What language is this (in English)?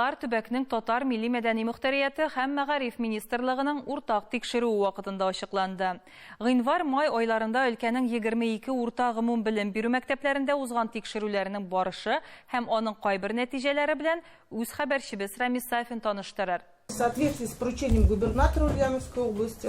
Tatar